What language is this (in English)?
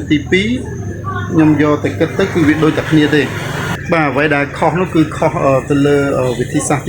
Khmer